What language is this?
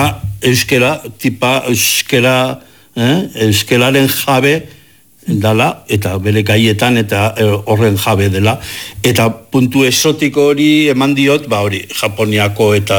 Basque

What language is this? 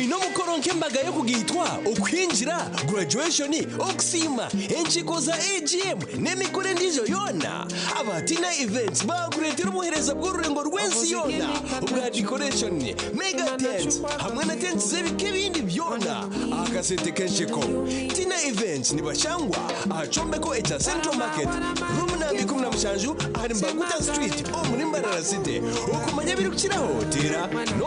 Nyankole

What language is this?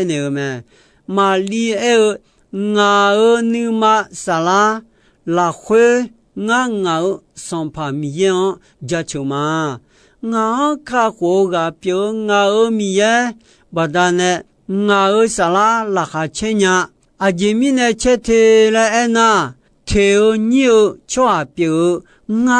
Akha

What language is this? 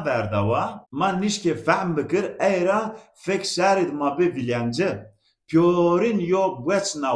Zaza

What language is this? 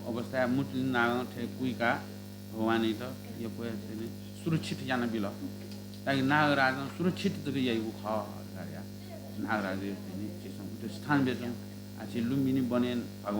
Newari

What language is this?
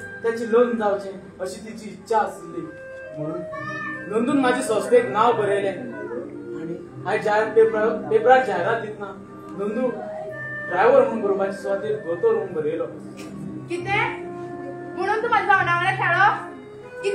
Konkani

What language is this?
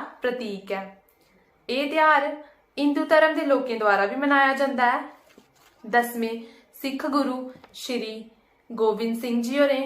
Dogri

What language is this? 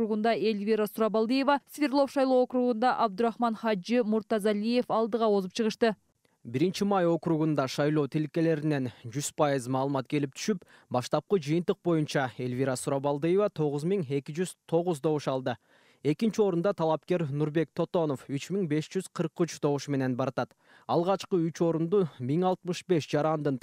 Kyrgyz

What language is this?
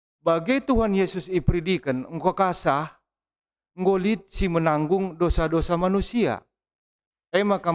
Batak Karo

